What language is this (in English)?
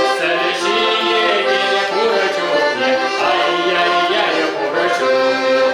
Chuvash